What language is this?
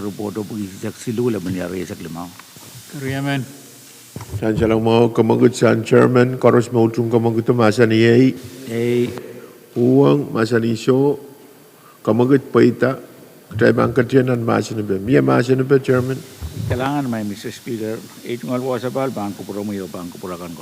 Pohnpeian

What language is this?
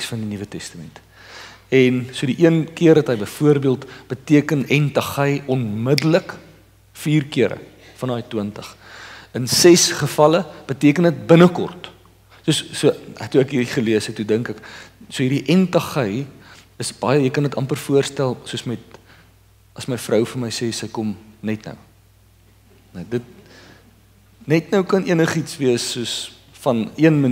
Afrikaans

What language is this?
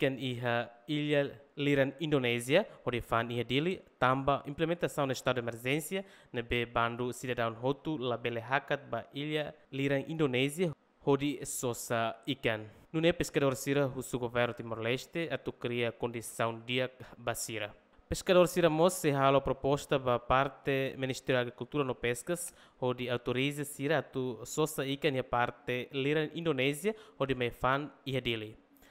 Tetum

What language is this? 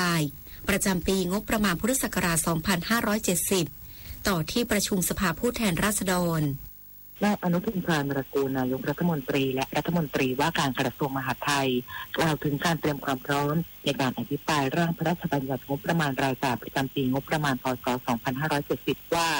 Thai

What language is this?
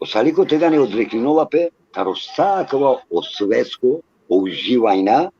Balkan Romani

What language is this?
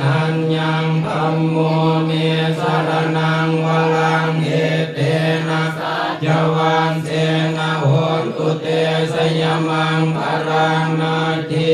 Pali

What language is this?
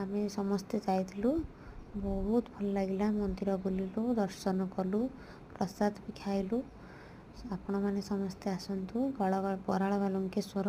Odia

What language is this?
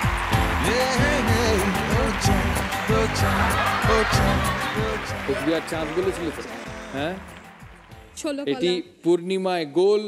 Bangla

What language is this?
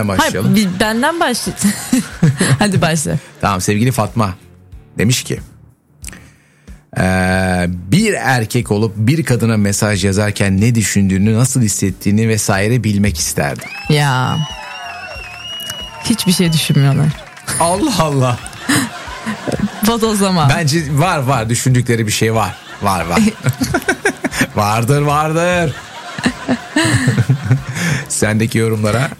Turkish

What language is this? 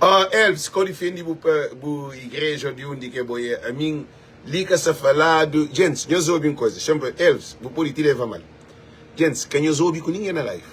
Kabuverdianu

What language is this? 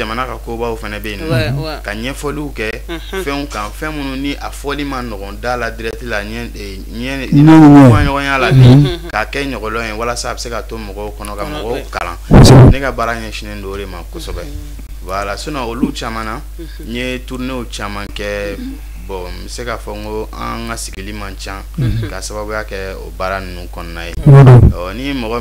Bambara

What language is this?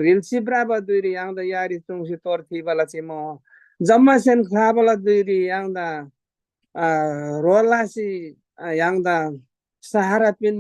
Eastern Tamang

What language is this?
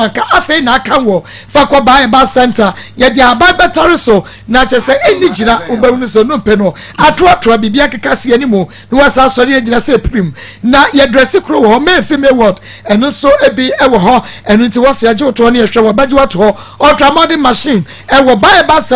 Akan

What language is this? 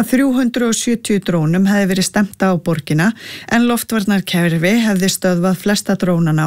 Icelandic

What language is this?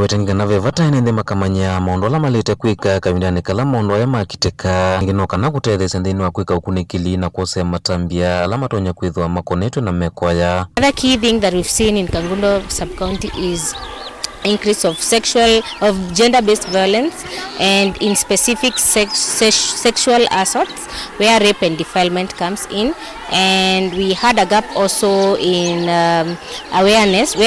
Kamba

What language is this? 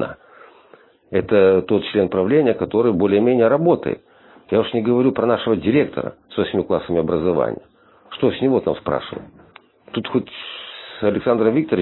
Russian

